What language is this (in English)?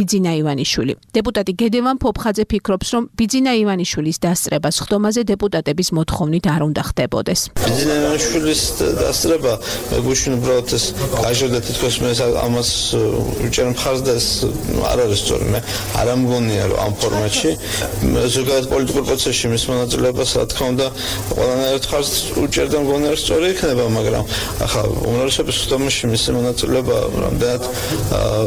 Georgian